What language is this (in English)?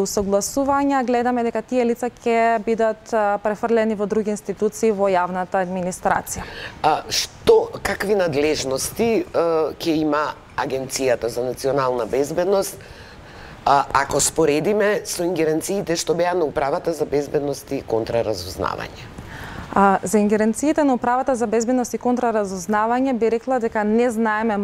Macedonian